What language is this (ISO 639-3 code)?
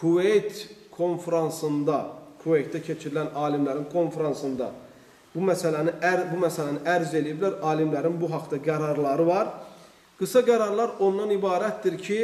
aze